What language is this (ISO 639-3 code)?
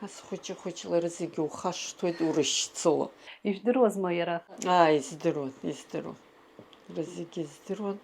abk